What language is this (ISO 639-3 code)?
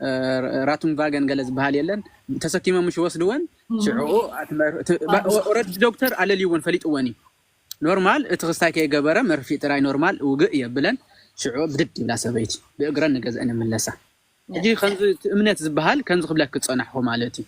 tir